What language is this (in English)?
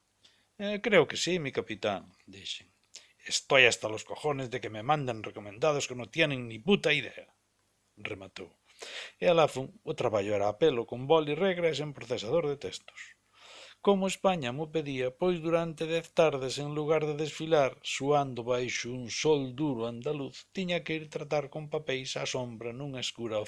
Galician